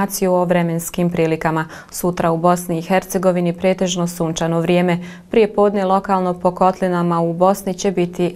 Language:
Bosnian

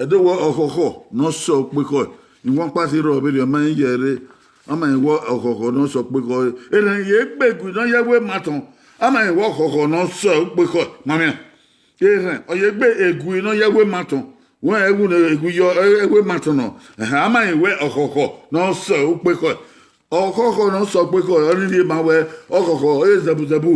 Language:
Bini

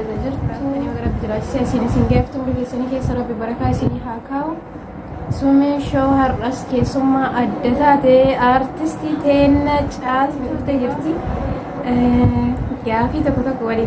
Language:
Oromo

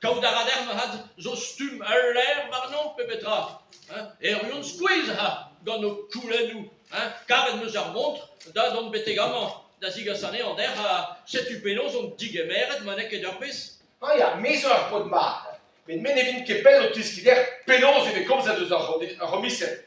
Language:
Breton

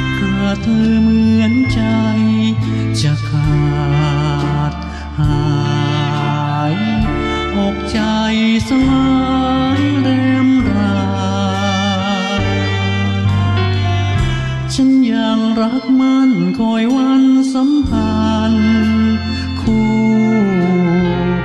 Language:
Thai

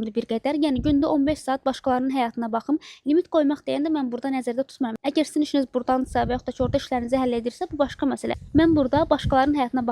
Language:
Azerbaijani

